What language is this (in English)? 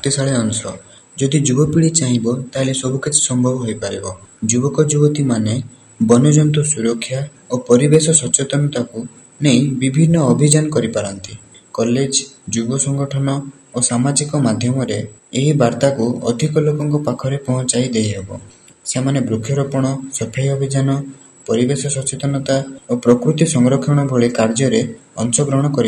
Odia